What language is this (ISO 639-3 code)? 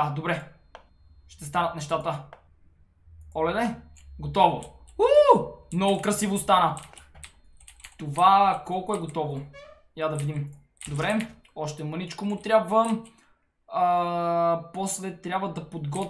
bul